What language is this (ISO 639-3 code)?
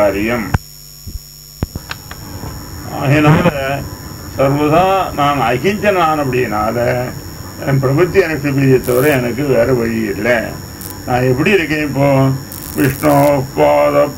tam